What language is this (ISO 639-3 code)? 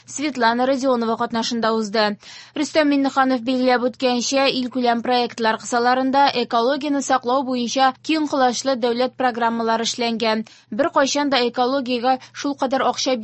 tat